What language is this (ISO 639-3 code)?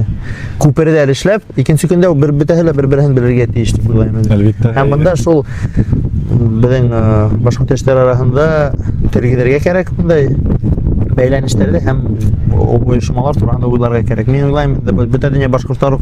bak